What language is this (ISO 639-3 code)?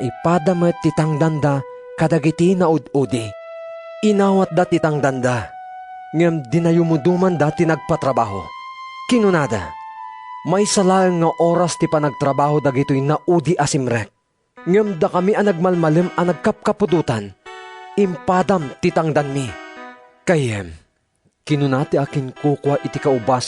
ilo